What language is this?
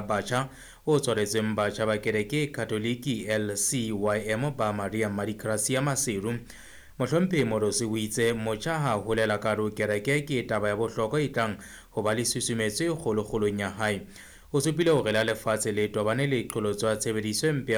Southern Sotho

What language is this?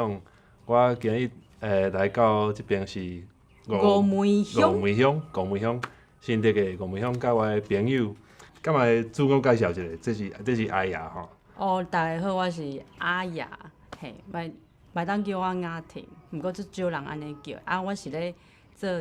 Min Nan Chinese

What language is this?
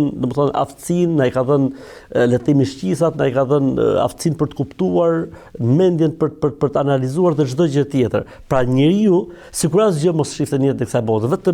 Albanian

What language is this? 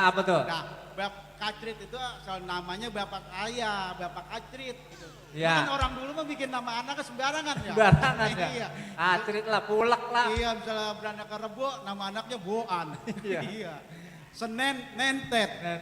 Betawi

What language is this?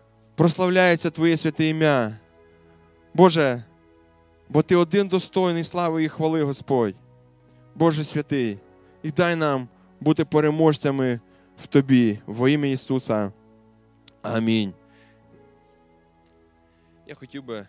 Ukrainian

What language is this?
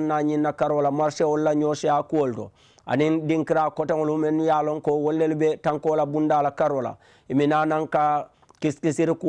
Mandingo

